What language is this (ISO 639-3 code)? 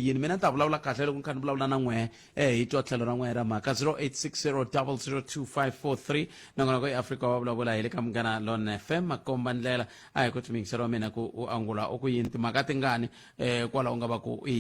tso